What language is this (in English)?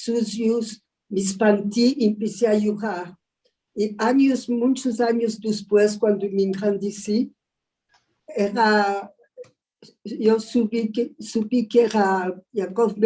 Ladino